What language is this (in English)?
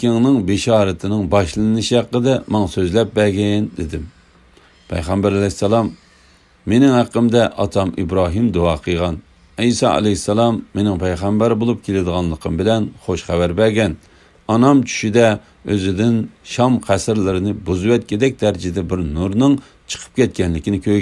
Uyghur